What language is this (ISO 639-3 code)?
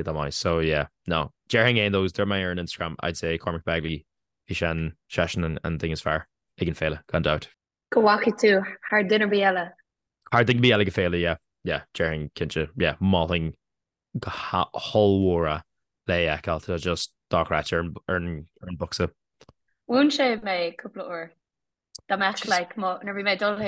gle